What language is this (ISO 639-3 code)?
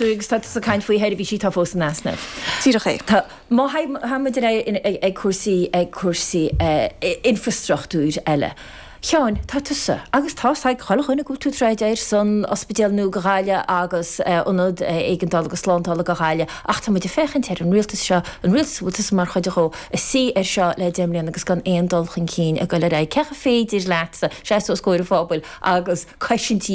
gle